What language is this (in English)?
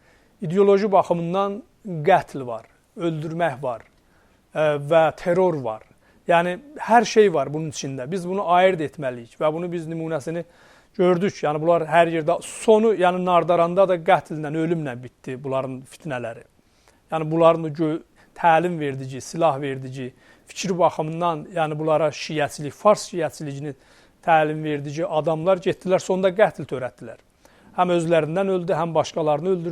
Azerbaijani